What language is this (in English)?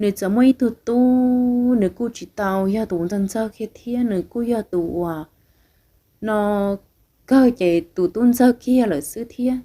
Hmong